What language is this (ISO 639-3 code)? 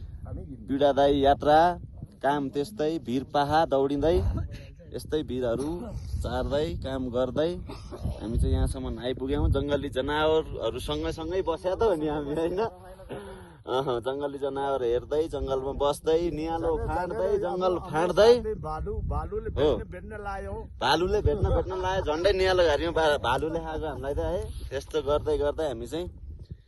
nep